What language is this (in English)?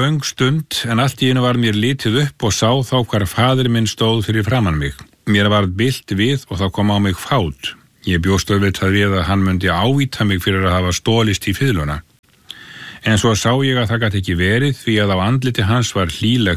Icelandic